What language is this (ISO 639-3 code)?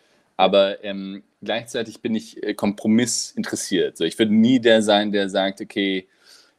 deu